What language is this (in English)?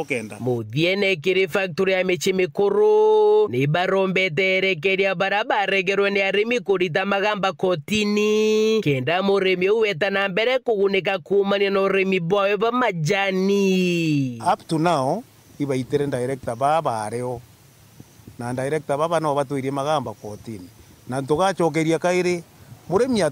Meru